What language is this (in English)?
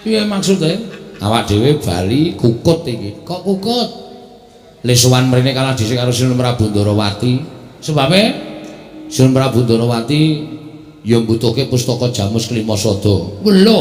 Javanese